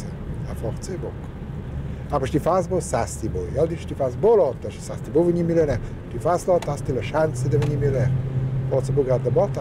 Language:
Romansh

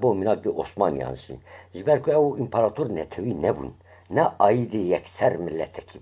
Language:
Kurdish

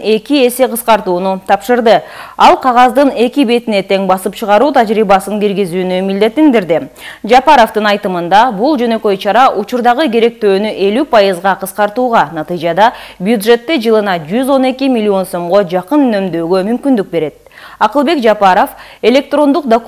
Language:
Kyrgyz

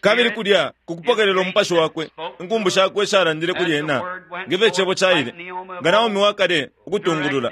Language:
Bemba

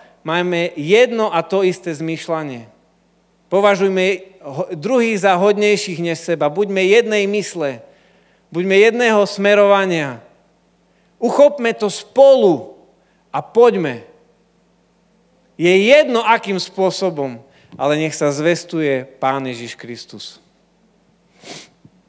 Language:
Slovak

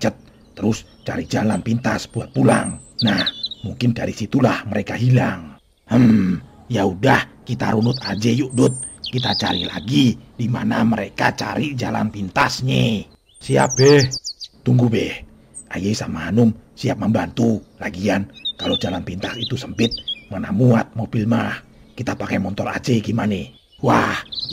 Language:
Betawi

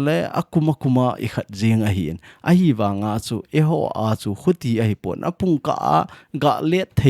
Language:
Thado Chin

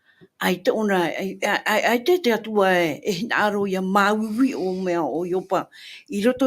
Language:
Tahitian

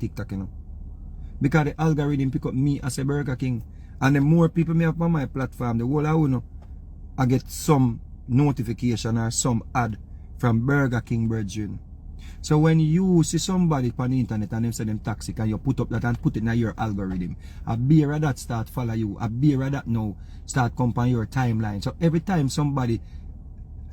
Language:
Jamaican Creole English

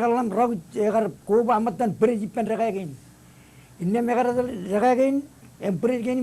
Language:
Marshallese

